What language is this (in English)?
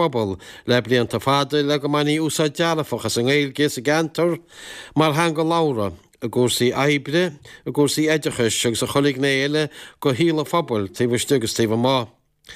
Irish